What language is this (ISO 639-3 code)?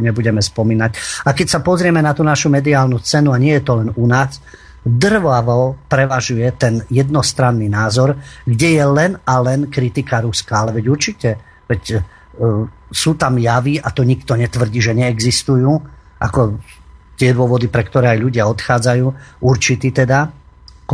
slk